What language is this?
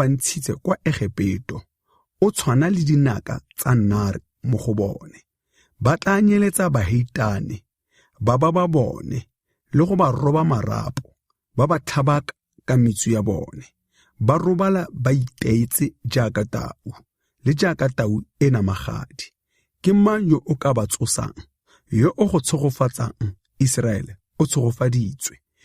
Tswana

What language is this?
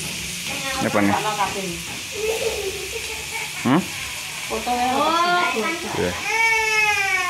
Javanese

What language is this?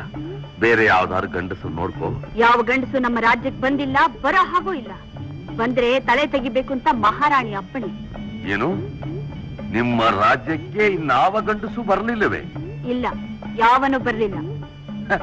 Kannada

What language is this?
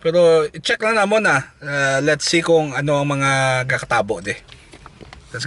Hiligaynon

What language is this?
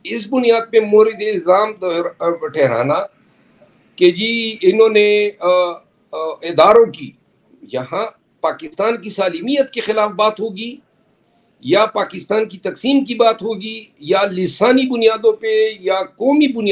Urdu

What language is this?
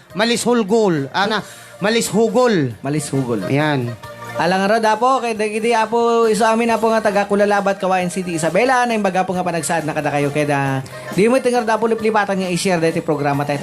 Iloko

